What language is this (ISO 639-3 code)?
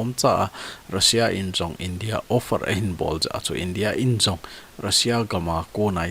tcz